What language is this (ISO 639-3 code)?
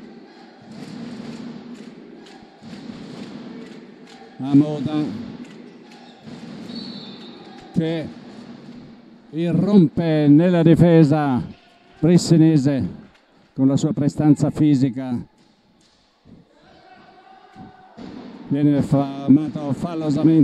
ita